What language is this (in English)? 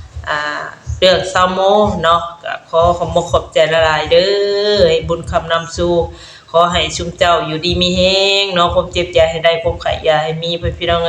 Northeastern Thai